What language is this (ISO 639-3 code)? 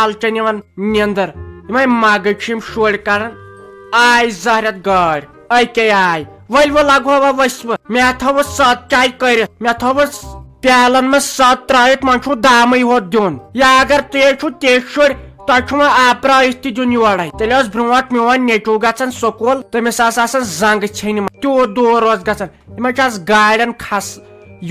kas